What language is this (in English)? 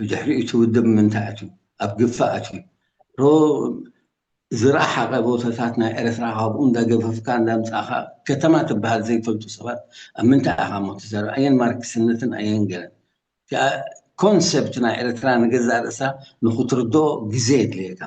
Tigrinya